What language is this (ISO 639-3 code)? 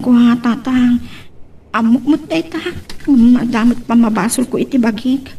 ilo